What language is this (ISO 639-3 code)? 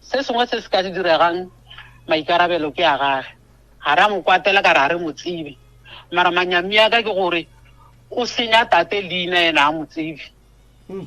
nso